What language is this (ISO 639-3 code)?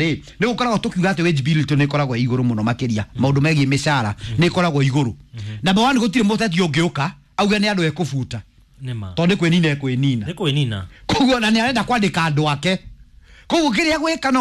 kik